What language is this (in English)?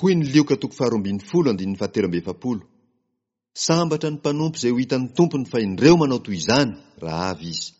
Malagasy